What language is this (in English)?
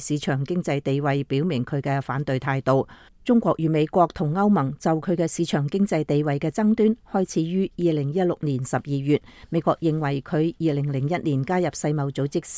Cantonese